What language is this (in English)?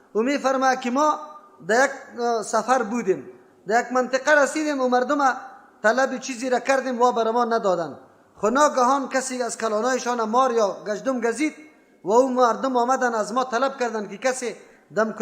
Persian